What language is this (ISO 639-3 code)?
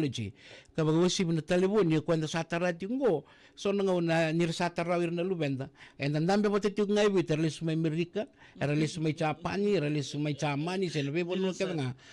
fij